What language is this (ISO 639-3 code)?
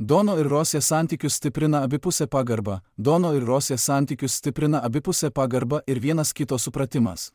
lit